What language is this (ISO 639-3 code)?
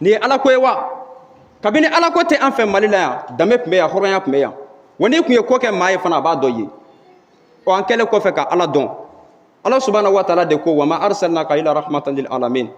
bam